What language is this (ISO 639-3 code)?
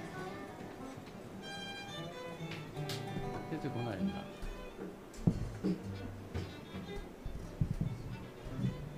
jpn